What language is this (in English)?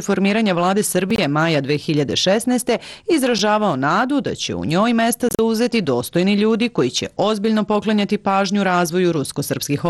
Serbian